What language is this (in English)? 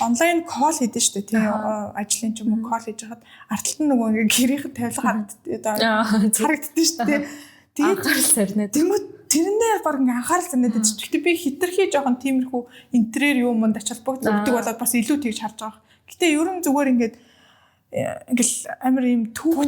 Mongolian